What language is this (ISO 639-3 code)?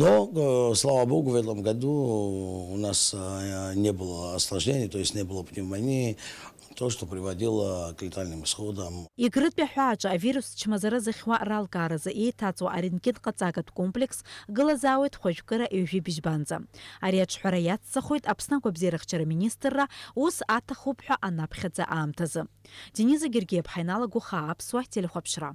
abk